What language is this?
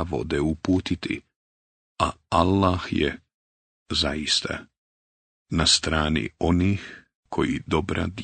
Bosnian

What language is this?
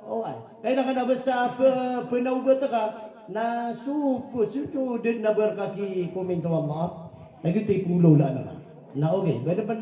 Maranao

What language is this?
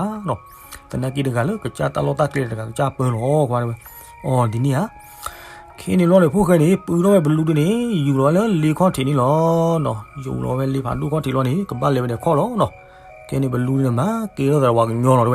S'gaw Karen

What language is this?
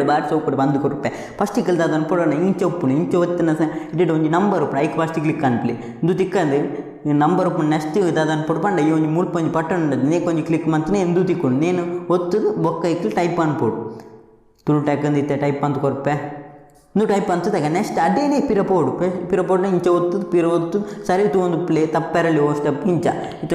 Tulu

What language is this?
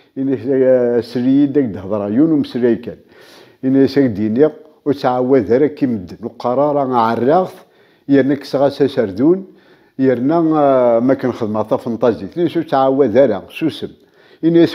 Kabyle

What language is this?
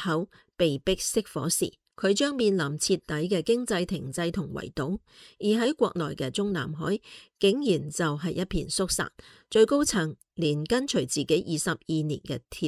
Cantonese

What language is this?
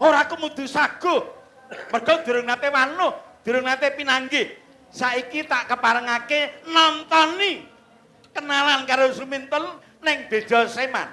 Javanese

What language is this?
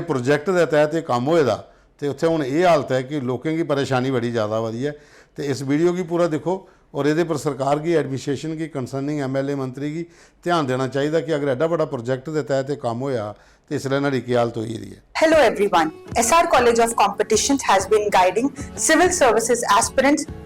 Dogri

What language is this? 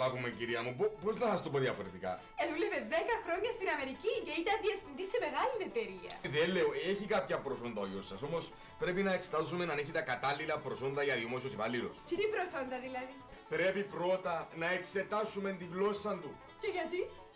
Greek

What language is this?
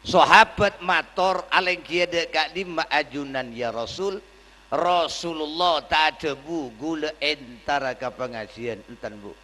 Madurese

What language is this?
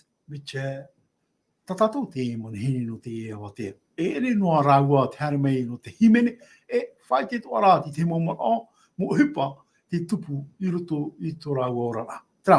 Tahitian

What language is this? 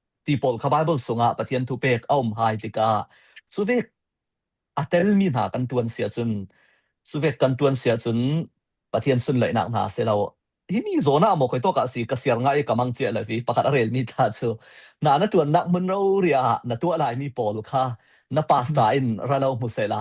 Falam Chin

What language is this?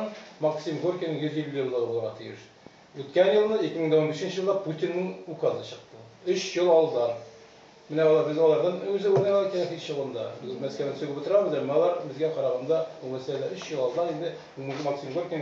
Tatar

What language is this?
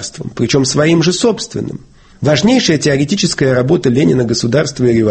Russian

